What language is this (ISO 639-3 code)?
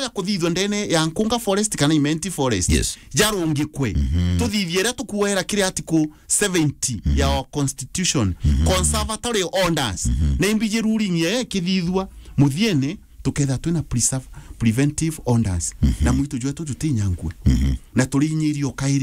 mer